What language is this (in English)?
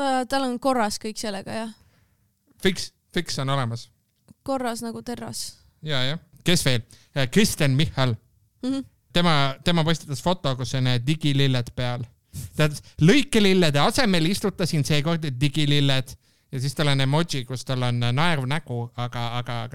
Estonian